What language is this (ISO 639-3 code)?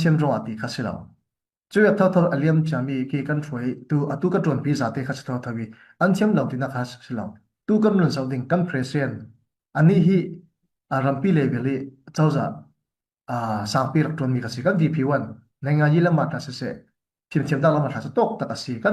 cnh